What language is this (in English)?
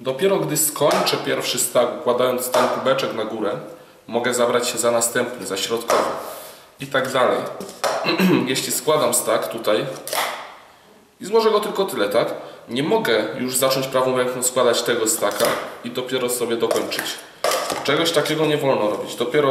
Polish